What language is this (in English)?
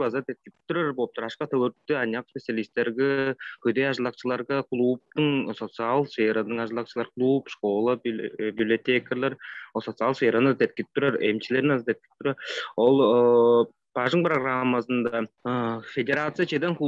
Tuvinian